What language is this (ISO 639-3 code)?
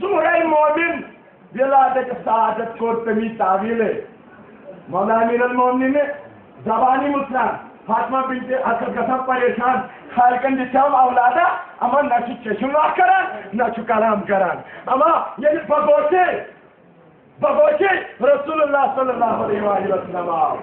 kas